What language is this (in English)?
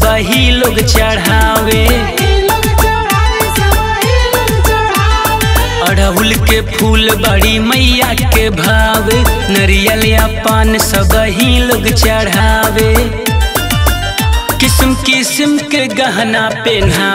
Bhojpuri